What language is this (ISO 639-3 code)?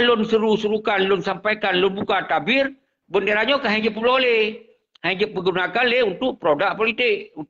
ace